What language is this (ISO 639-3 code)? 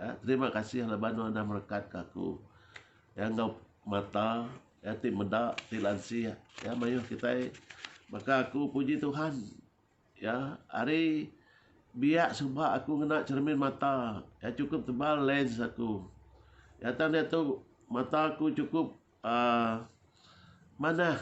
iba